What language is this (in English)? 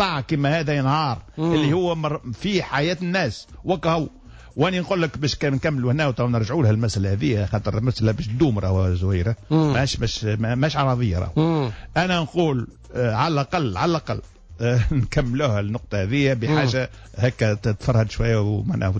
Tunisian Arabic